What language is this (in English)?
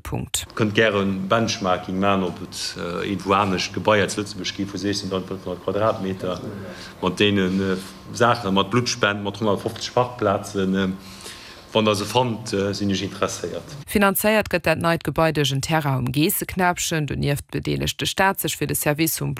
Luxembourgish